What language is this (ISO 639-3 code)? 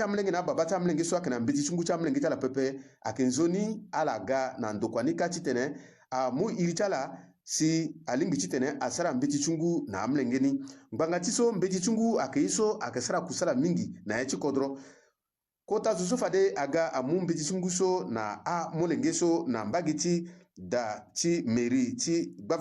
sag